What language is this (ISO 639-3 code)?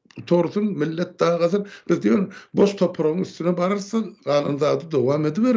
tuk